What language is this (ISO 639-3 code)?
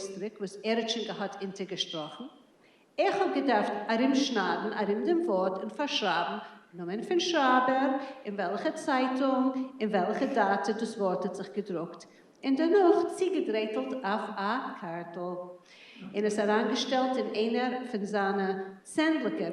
yid